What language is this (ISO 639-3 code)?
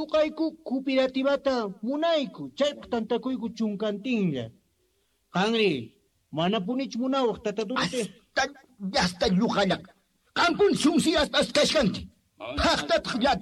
que